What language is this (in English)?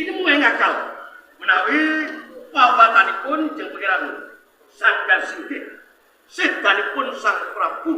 Javanese